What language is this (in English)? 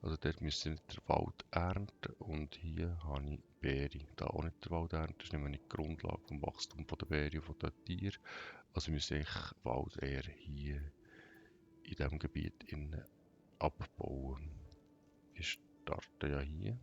Swiss German